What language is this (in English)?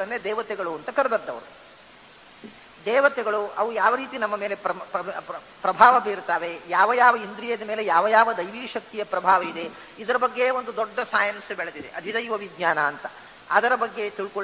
Kannada